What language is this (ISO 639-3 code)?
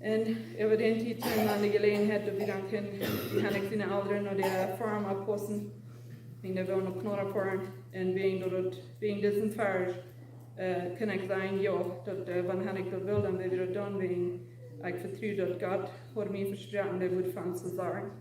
pdt